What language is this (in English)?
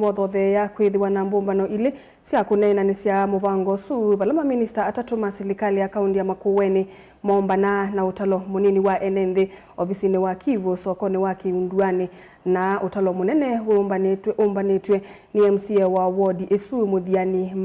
Kamba